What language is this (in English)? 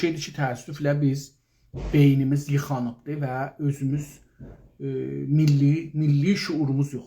South Azerbaijani